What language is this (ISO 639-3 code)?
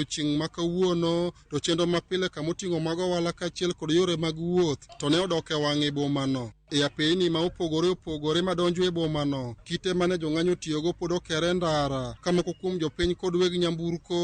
luo